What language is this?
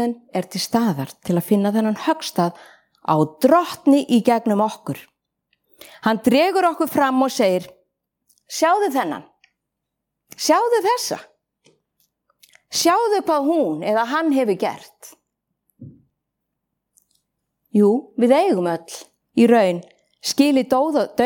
Icelandic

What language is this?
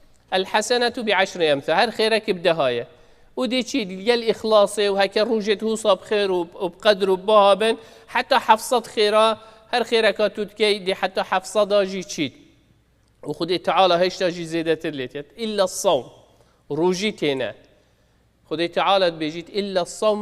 Kurdish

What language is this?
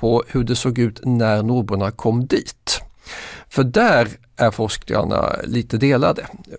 Swedish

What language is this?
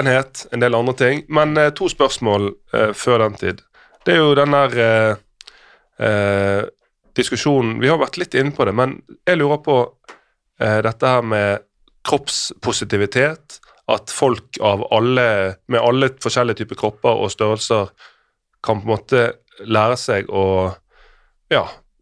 Norwegian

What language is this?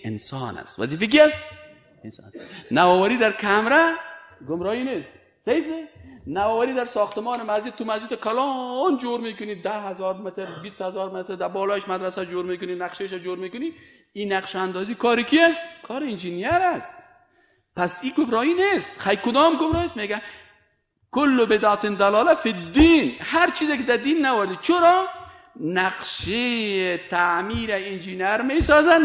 Persian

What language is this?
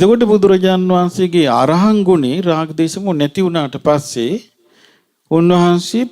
Sinhala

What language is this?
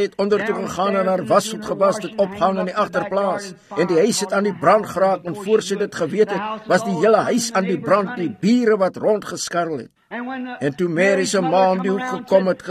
Afrikaans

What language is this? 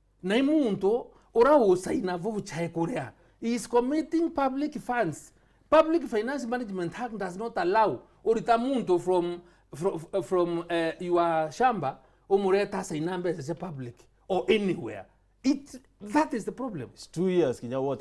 Meru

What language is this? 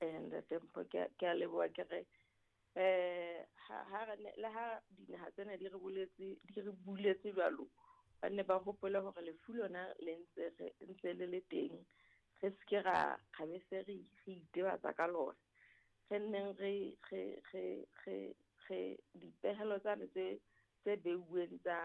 Southern Sotho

